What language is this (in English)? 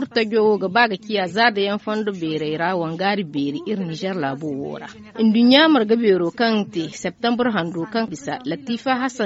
Zarma